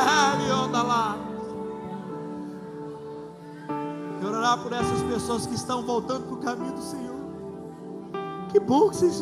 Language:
Portuguese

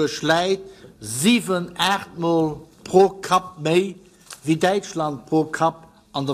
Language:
Luxembourgish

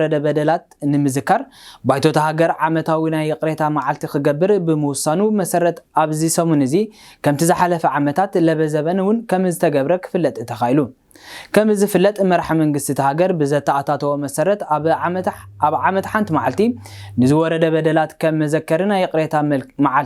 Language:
Tigrinya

